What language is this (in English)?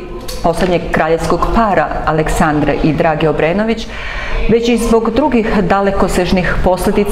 Serbian